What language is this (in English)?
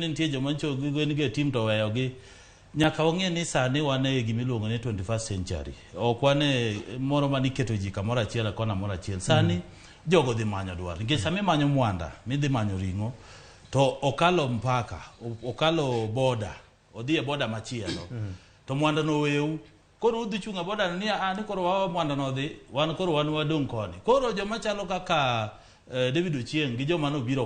Luo (Kenya and Tanzania)